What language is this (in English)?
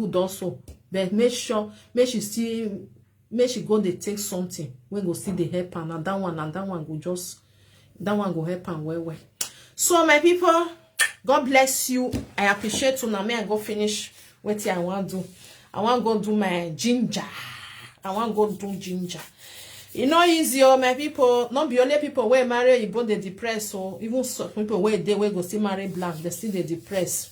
Nigerian Pidgin